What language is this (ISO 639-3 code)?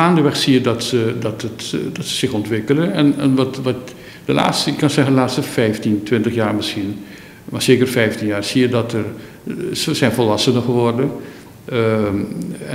nld